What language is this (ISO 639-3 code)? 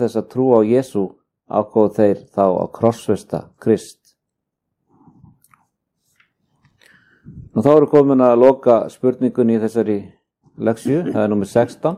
isl